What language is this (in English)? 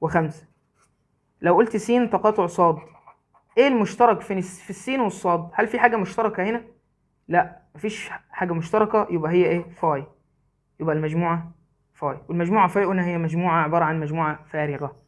Egyptian Arabic